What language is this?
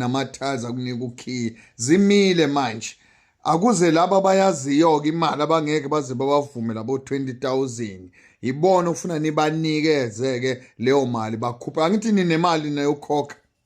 Zulu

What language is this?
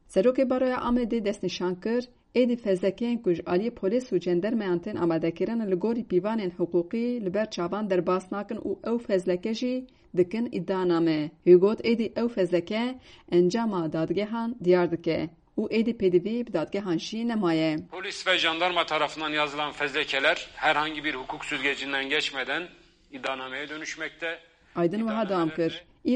Kurdish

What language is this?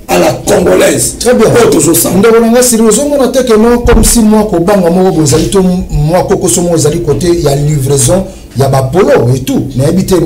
Lingala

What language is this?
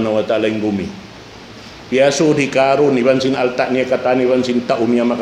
Tausug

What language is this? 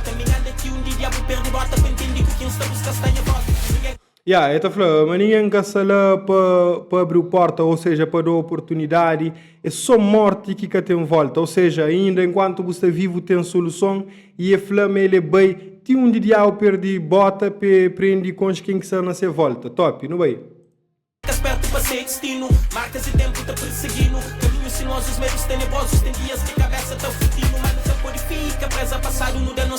Kabuverdianu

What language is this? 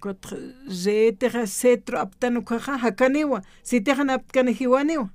Aymara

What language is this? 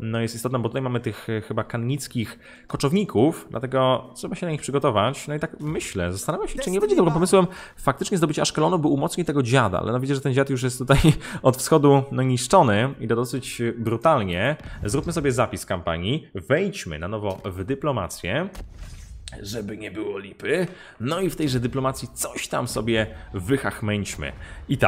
Polish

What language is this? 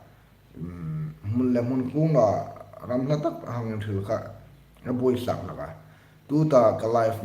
Hmar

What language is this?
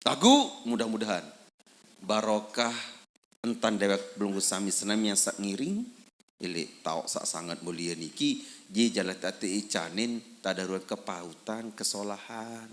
Sasak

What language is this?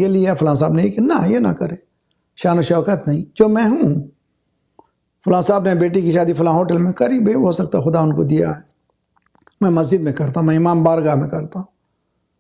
Urdu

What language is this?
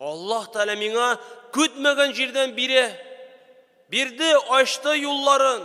Tatar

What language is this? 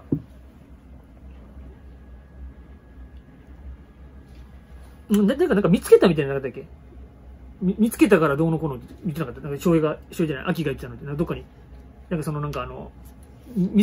Japanese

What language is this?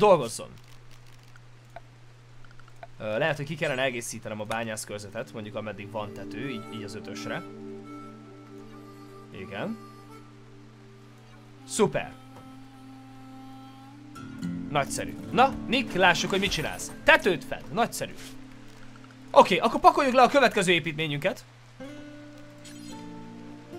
Hungarian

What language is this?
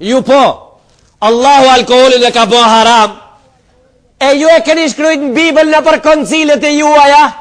Albanian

